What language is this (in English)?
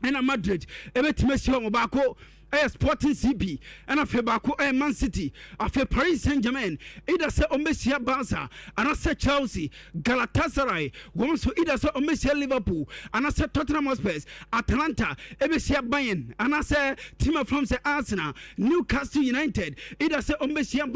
Akan